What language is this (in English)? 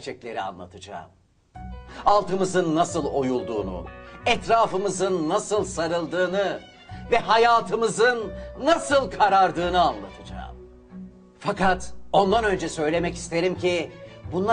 Turkish